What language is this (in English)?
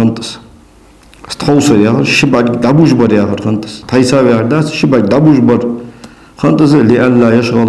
Ingush